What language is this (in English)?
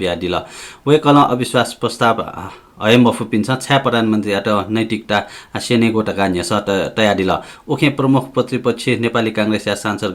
Newari